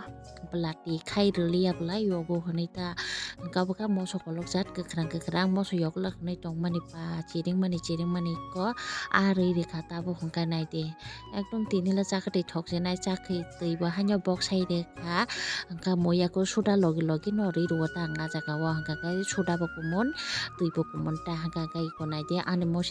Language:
Kok Borok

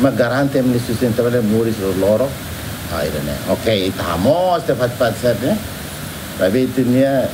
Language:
Tetum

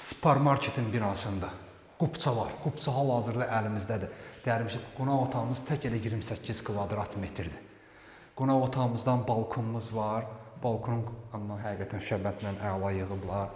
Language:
Azerbaijani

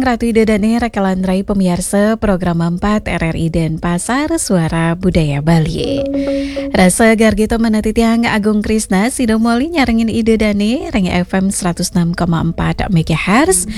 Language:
Balinese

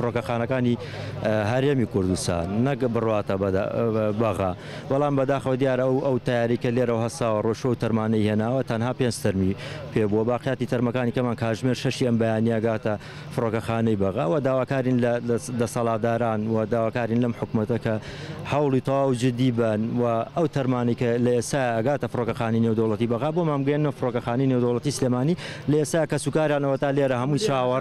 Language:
Central Kurdish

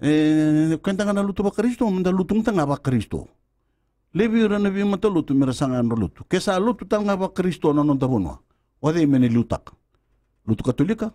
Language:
Fijian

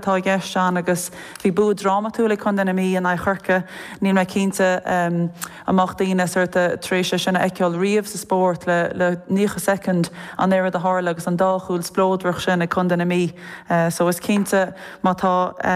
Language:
Irish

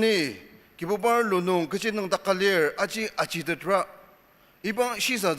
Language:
Ao Naga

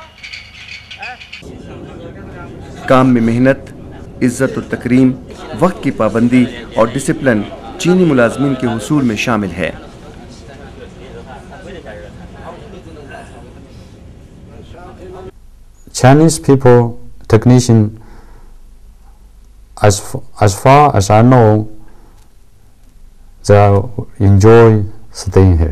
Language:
Urdu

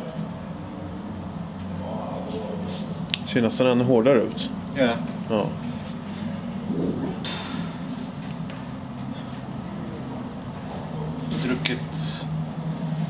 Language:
Swedish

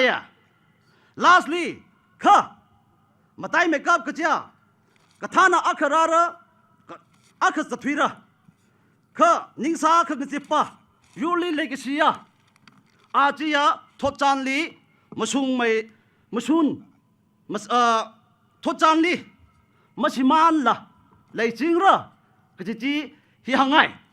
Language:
Tangkhul Naga (India)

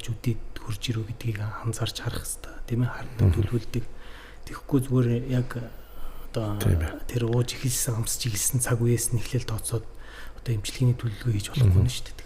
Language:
Mongolian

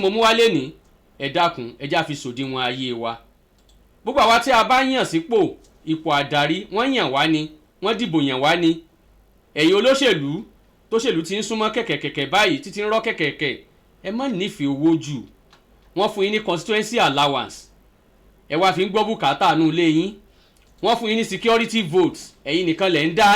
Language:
Yoruba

